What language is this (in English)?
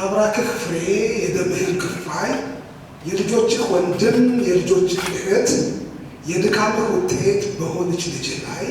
Amharic